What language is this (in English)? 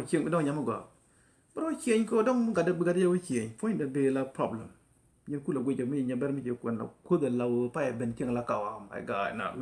Nuer